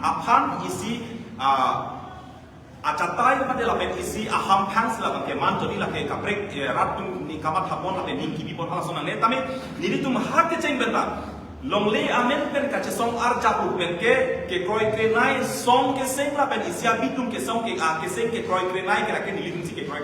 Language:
Karbi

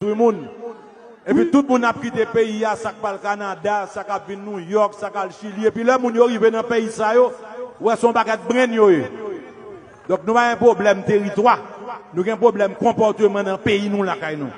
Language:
Haitian Creole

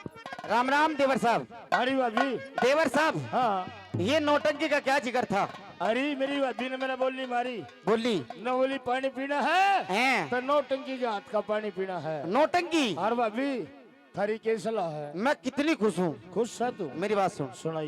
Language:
Haryanvi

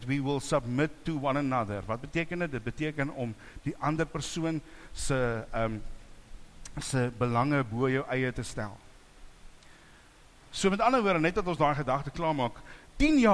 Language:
Afrikaans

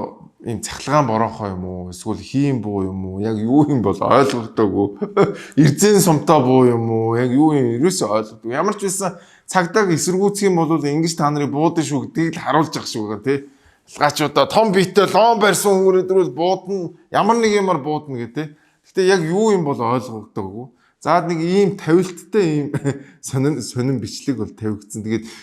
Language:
Mongolian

